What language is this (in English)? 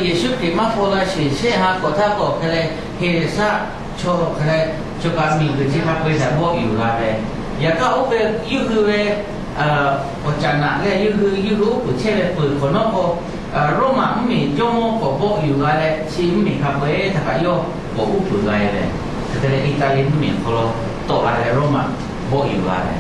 Lahu